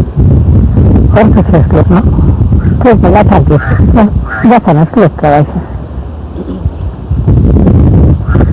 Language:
Gujarati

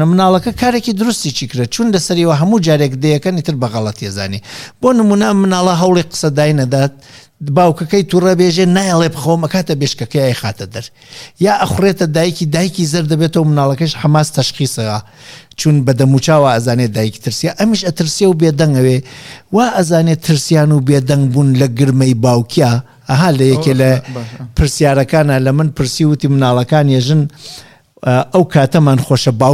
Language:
Central Kurdish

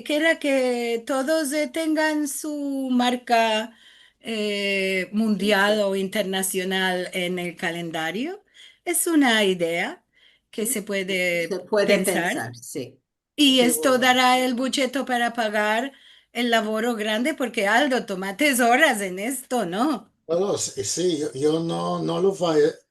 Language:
Ladino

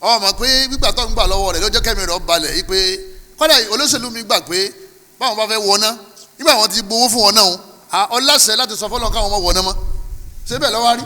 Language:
Yoruba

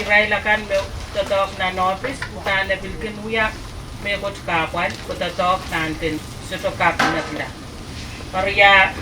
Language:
Pohnpeian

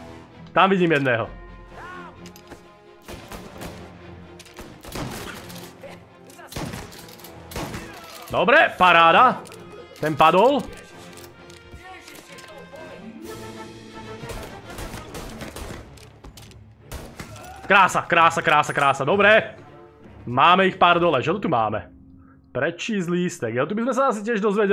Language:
Slovak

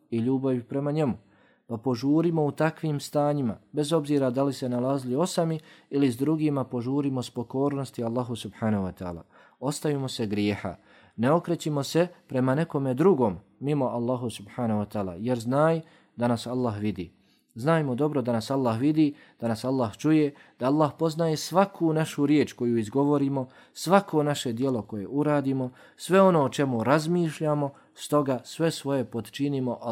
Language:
Bosnian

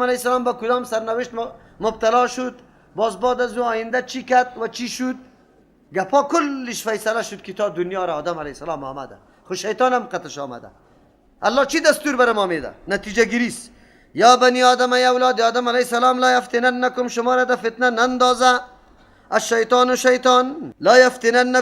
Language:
Persian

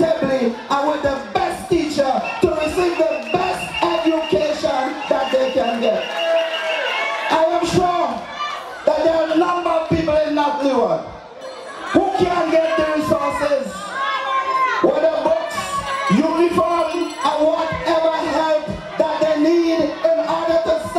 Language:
English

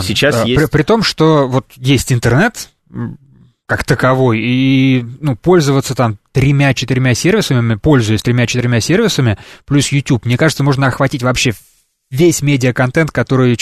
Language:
Russian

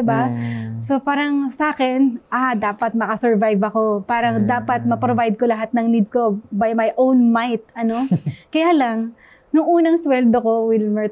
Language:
Filipino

